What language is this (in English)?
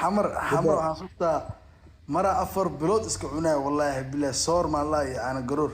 Somali